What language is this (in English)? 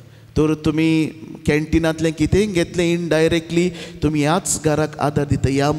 Konkani